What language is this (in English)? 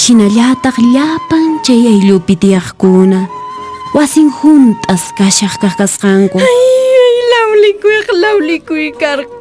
Quechua